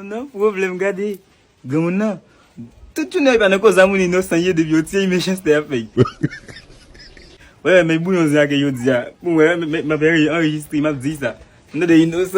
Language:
Haitian Creole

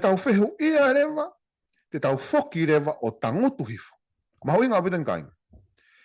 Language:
Tongan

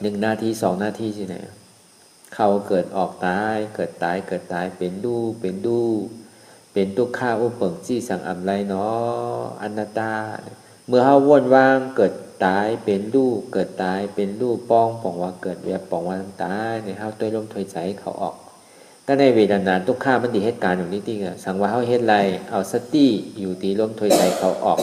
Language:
Shan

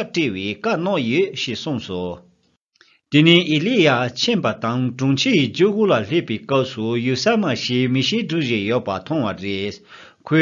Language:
Tibetan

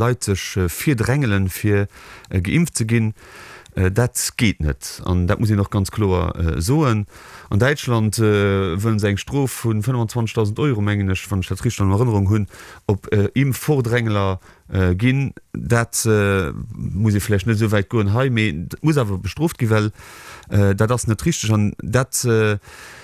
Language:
Luxembourgish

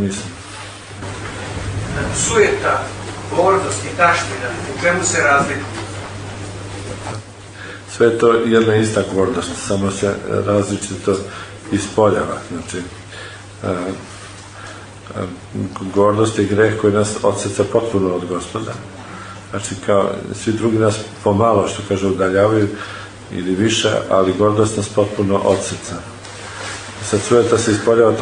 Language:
Serbian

